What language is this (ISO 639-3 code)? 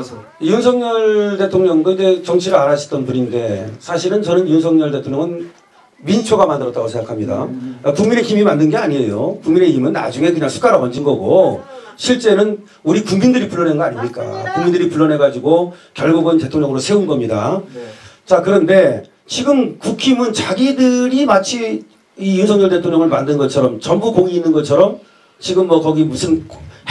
kor